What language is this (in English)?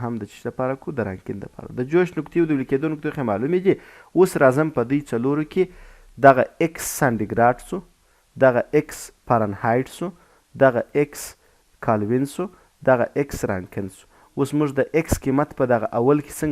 Pashto